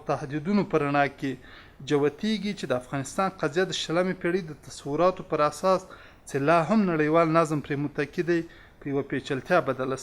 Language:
Pashto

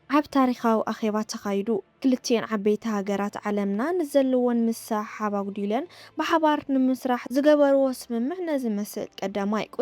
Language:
Tigrinya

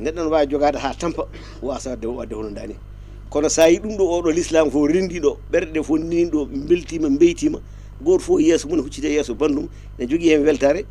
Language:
Fula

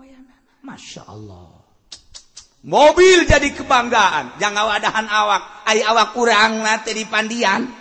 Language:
Sundanese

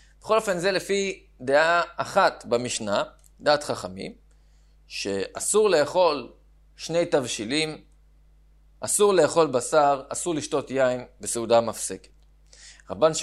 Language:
Hebrew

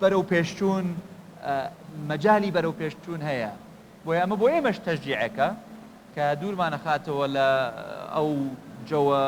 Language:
Central Kurdish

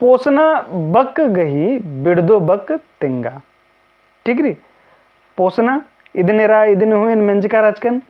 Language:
Kurukh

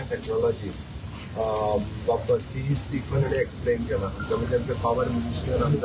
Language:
Konkani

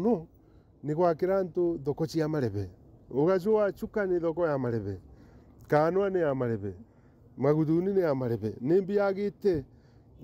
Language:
Meru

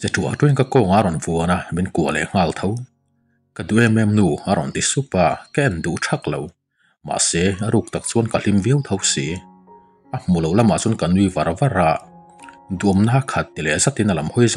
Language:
Mizo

